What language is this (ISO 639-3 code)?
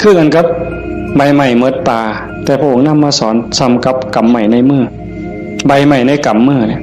tts